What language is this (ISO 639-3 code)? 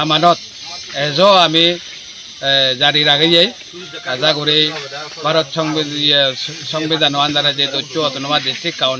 ccp